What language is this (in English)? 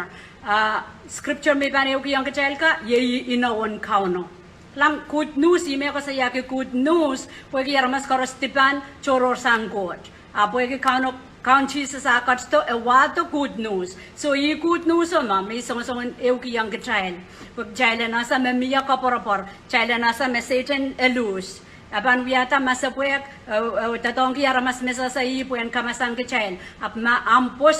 Pohnpeian